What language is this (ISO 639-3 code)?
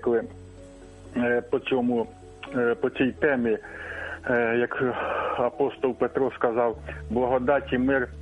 ukr